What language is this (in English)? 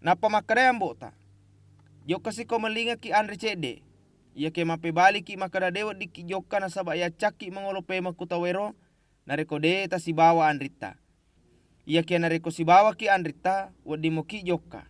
Buginese